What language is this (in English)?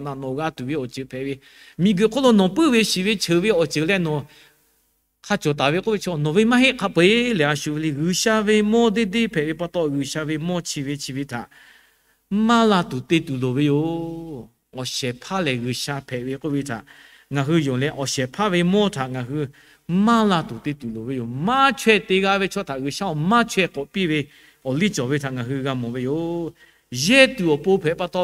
Lahu